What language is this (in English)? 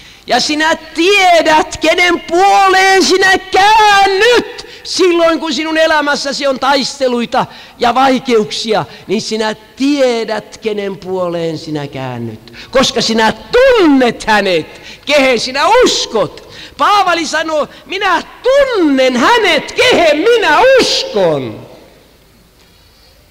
Finnish